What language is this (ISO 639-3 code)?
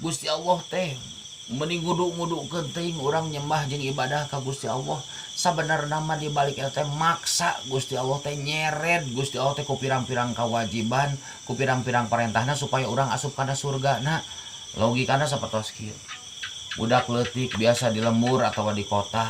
sun